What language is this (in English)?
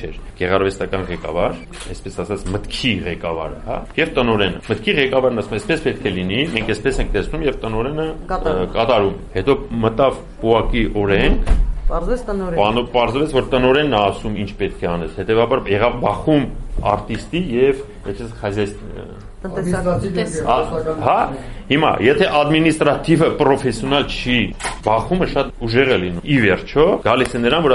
Armenian